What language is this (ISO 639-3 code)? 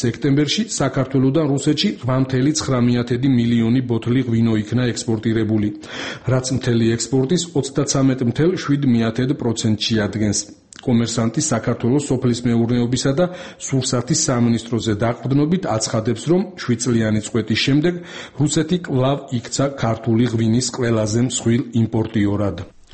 kat